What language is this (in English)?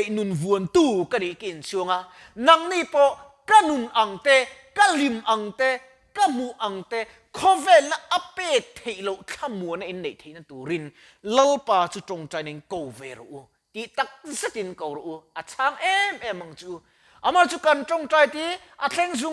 Mizo